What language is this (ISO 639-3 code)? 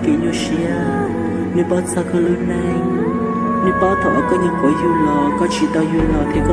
hmn